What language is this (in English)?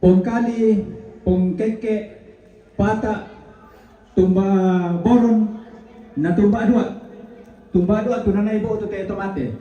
Toraja-Sa'dan